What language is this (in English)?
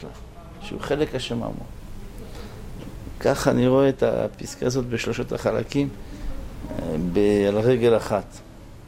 Hebrew